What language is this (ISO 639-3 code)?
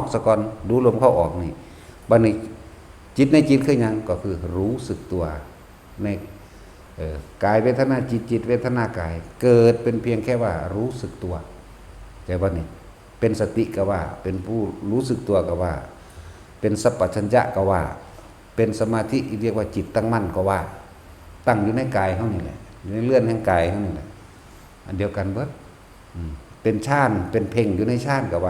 tts